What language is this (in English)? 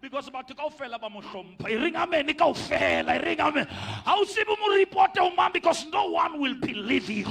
Southern Sotho